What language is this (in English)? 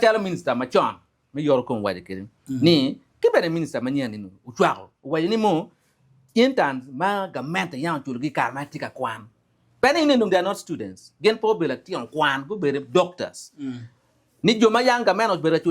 Acoli